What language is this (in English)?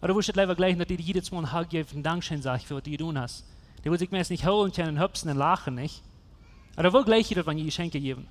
Plautdietsch